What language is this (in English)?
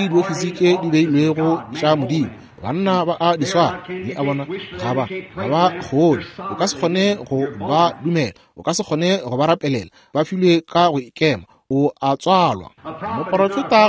Northern Sotho